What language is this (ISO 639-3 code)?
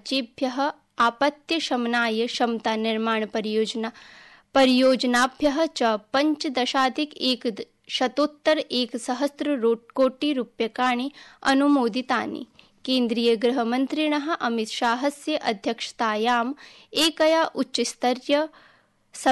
san